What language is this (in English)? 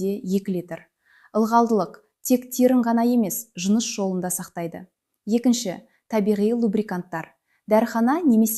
Kazakh